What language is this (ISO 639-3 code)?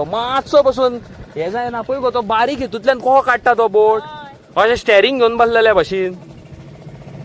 kok